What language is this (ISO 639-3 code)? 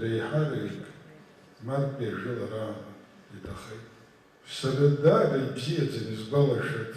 abk